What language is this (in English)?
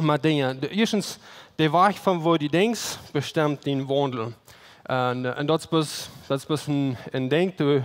Plautdietsch